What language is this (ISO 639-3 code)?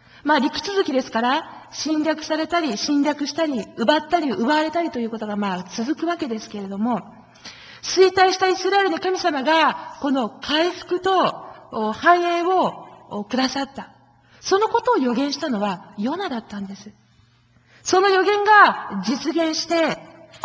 jpn